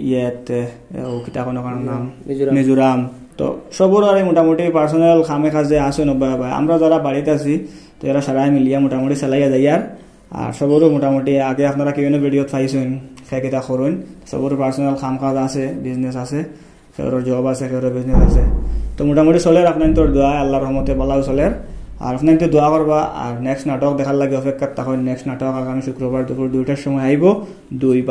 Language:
Sylheti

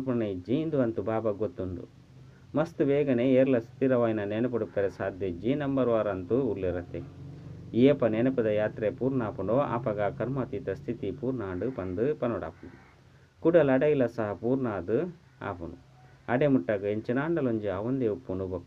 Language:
Tulu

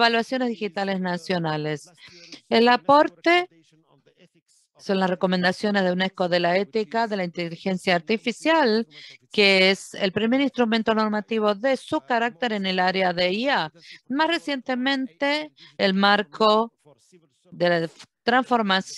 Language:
Spanish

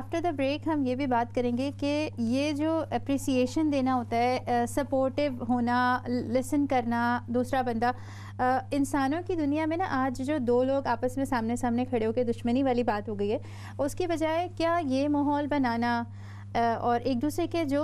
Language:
Urdu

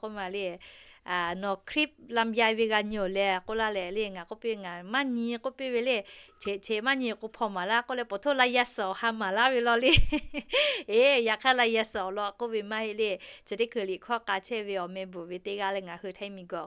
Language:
Lahu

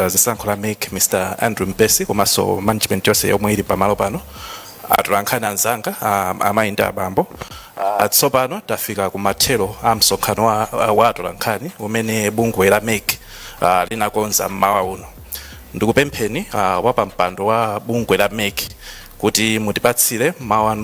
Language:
Nyanja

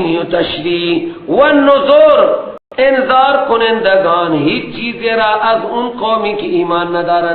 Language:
Persian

